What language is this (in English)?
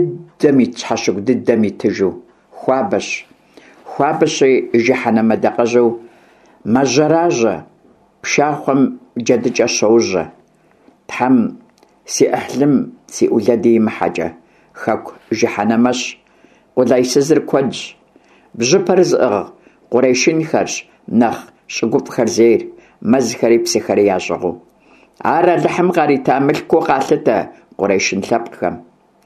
Kabardian